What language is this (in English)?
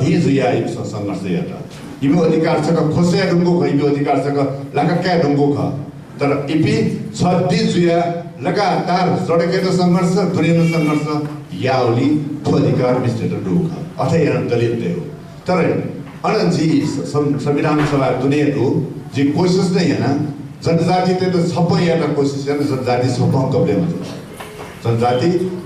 Newari